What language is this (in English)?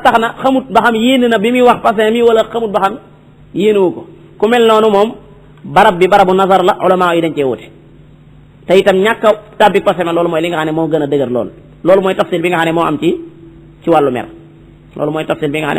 Wolof